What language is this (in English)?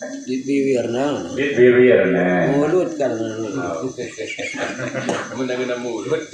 Sasak